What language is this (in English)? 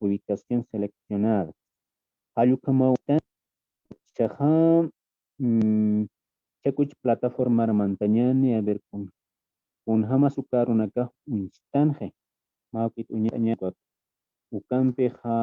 Aymara